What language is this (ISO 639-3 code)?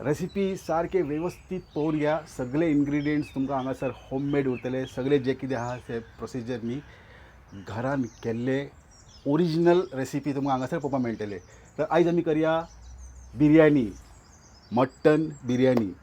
kok